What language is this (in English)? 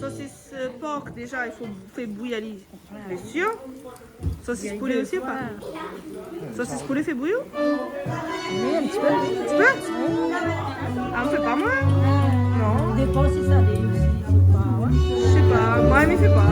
Réunion Creole French